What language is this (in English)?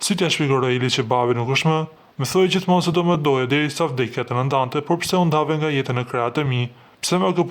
Albanian